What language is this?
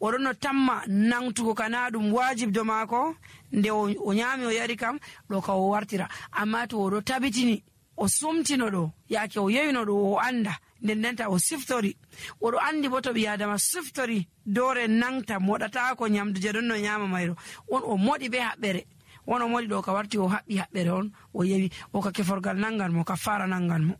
Nigerian Fulfulde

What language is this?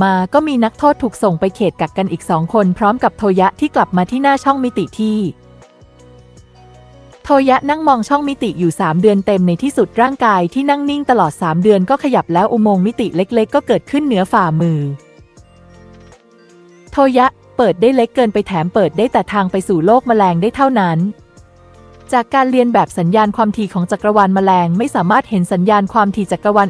Thai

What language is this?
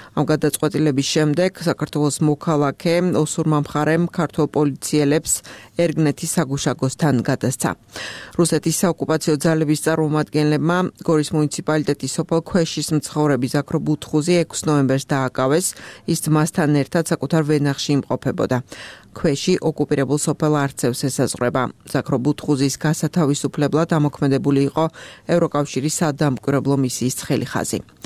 Georgian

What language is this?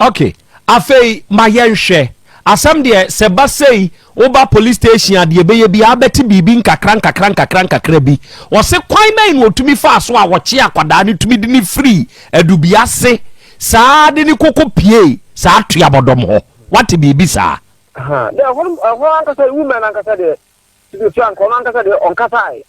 Akan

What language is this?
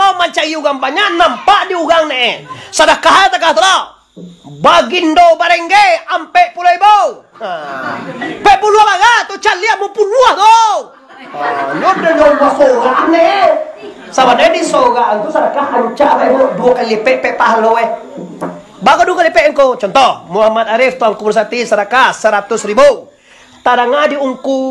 Minangkabau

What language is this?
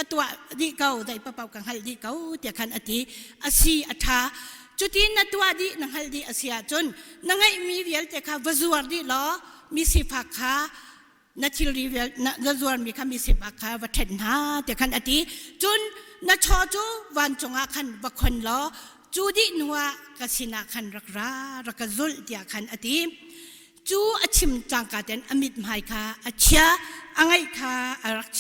Hakha Chin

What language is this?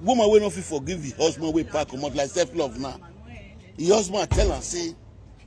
Nigerian Pidgin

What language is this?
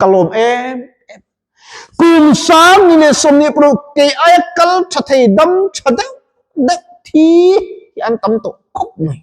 Mizo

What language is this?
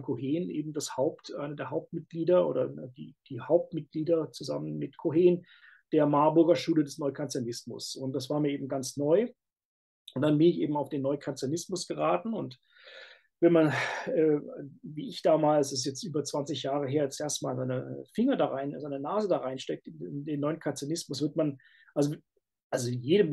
German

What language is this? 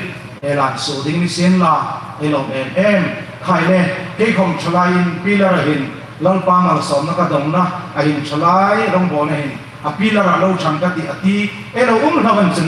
Hmar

